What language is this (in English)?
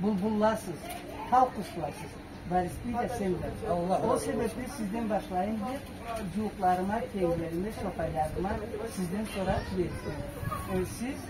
Karachay-Balkar